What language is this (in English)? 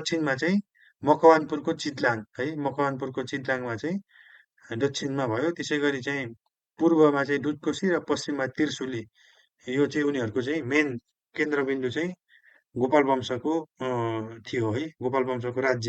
Nepali